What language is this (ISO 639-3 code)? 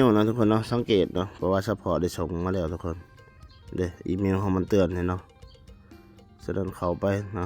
lao